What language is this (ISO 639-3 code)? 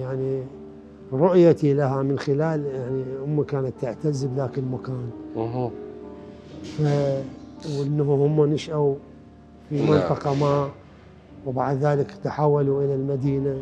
acm